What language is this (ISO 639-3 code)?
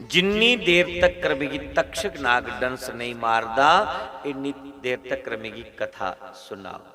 doi